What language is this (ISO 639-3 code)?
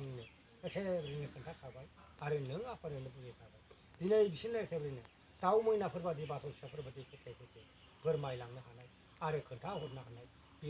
brx